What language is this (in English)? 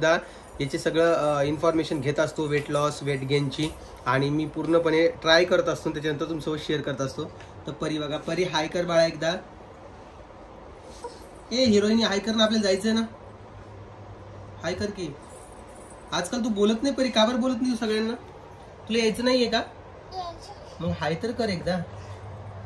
Marathi